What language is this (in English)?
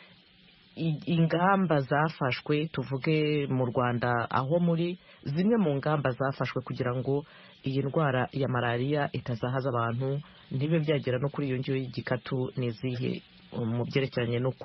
Kinyarwanda